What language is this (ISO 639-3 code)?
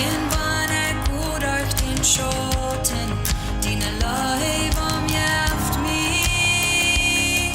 pdt